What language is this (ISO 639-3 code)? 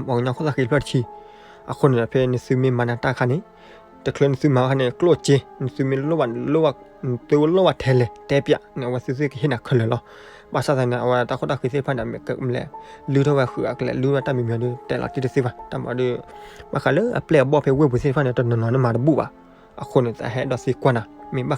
ksw